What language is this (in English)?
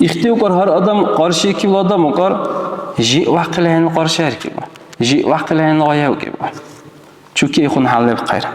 Dargwa